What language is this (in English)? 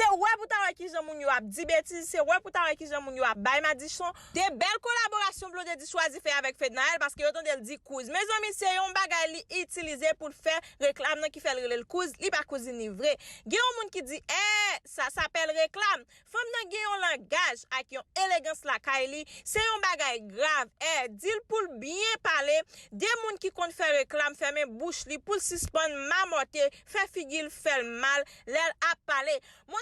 Haitian Creole